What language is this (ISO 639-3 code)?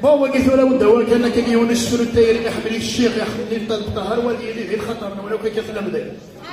kab